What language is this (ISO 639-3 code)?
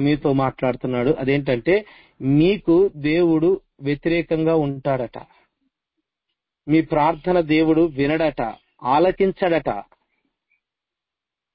tel